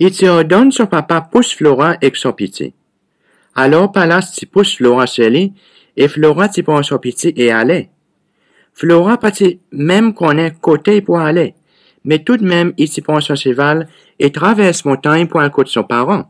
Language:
Seselwa Creole French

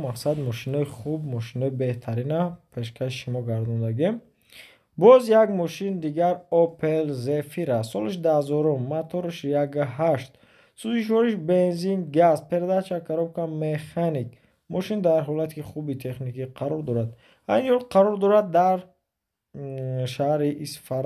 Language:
Tajik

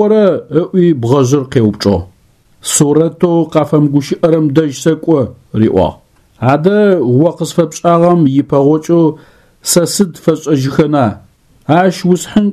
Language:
Adyghe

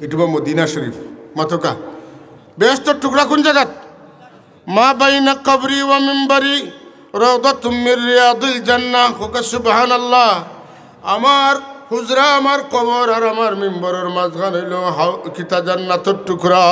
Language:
Sylheti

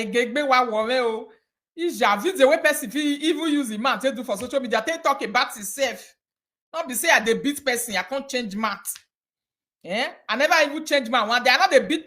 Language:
Nigerian Pidgin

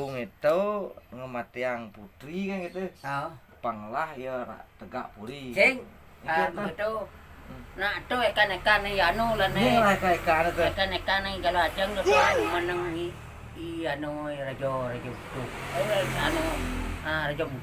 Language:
Balinese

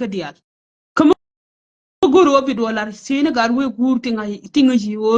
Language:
Nuer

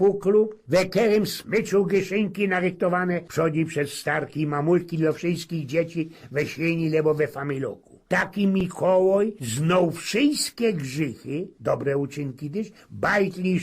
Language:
Silesian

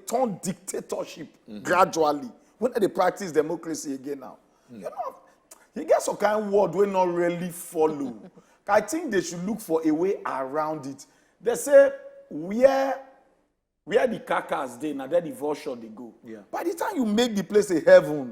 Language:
Nigerian Pidgin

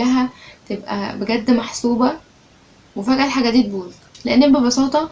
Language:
Egyptian Arabic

